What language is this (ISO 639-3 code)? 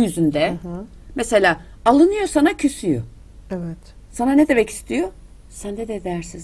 tur